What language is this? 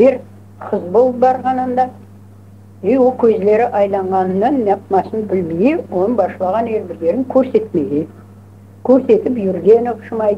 Crimean Tatar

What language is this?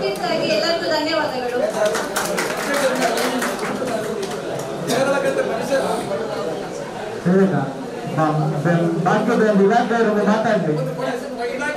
Kannada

